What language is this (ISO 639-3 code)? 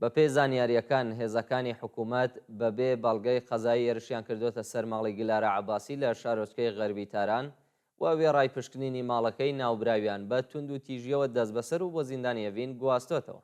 ckb